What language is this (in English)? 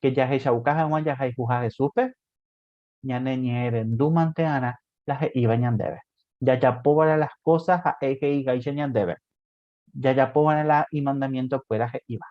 Guarani